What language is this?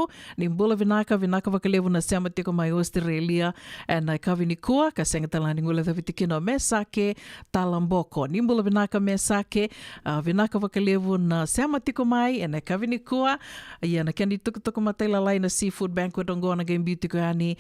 Fijian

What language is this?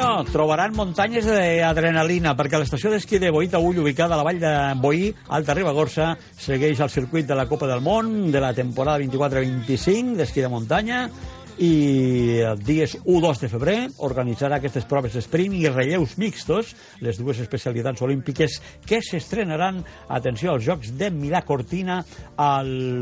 Catalan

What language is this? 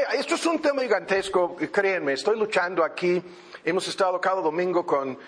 Spanish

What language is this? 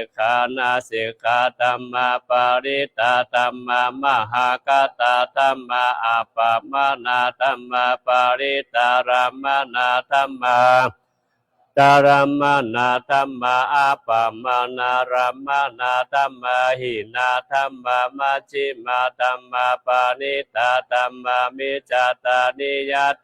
Pali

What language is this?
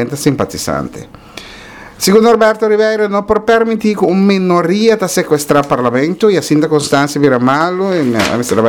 Papiamento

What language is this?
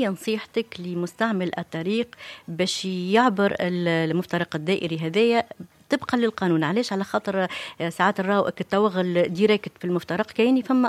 Tunisian Arabic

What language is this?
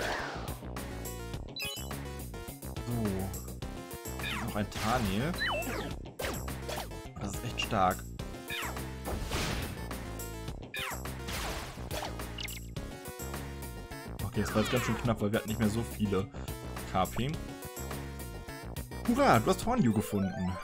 German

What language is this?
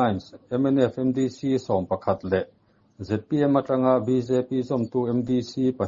Mizo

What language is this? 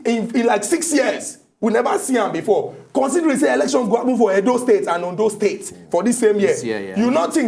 Nigerian Pidgin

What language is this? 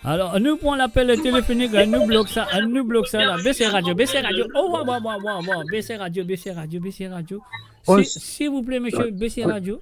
Morisyen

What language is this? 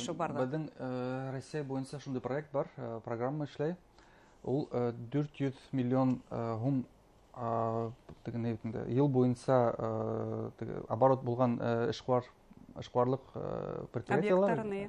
Bashkir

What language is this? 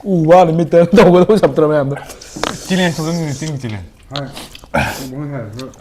Manipuri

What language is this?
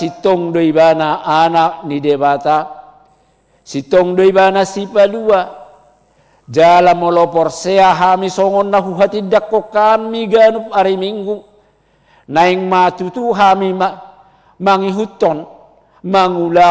Batak Toba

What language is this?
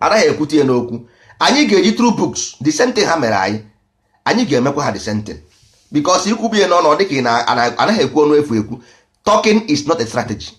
Igbo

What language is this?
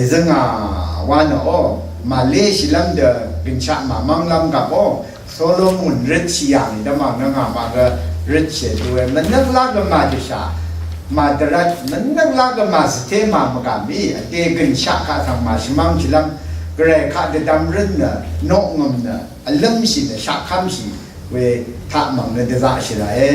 Rawang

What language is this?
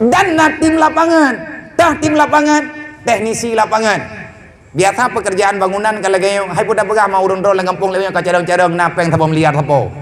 Achinese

